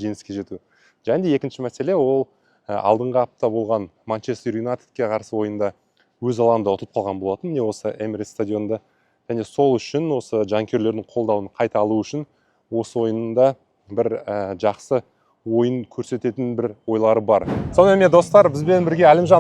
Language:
Kazakh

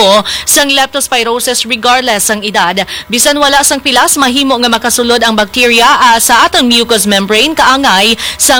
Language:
Hiligaynon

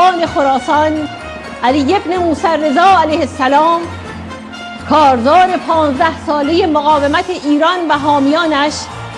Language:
Persian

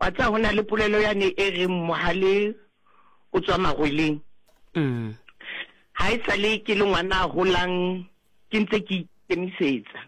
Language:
Southern Sotho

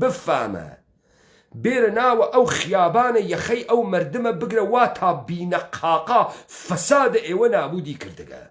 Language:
Central Kurdish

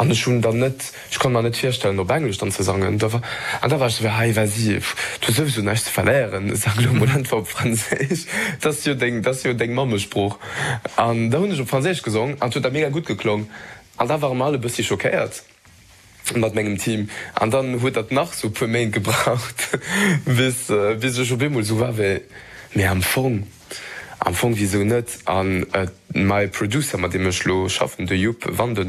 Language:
Luxembourgish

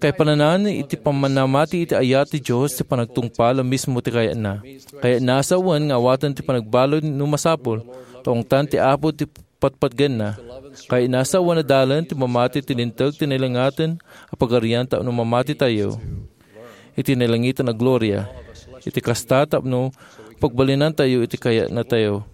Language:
Iloko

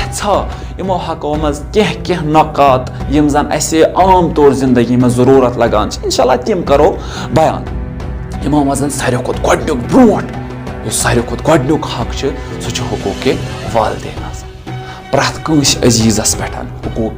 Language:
Kashmiri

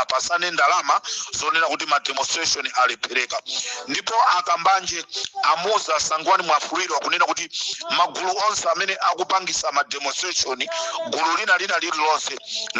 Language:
Nyanja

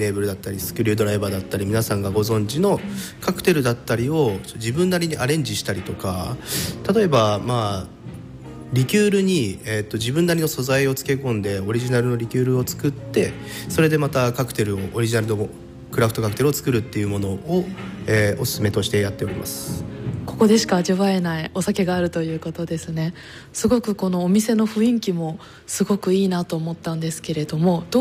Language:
Japanese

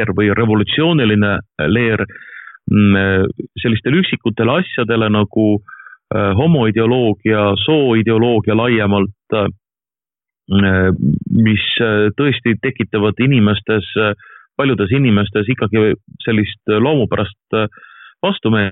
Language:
Estonian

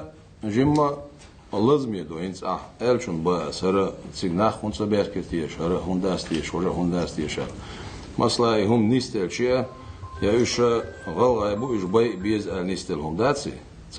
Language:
Ingush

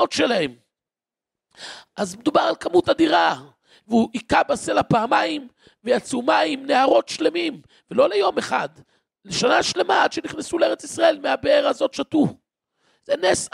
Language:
Hebrew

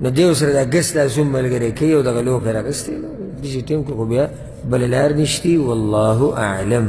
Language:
Pashto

